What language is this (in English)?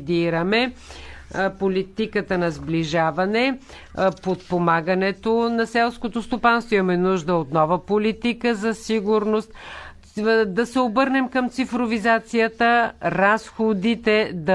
Bulgarian